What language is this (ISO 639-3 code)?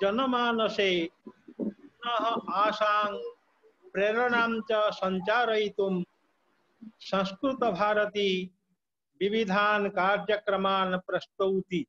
san